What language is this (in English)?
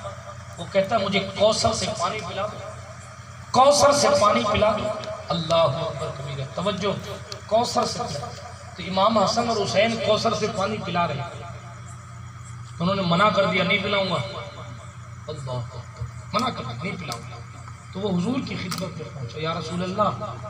Urdu